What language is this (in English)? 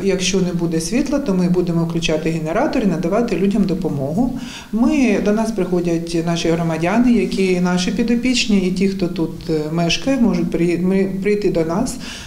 Ukrainian